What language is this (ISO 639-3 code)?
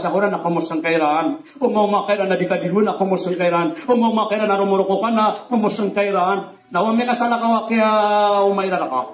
mrw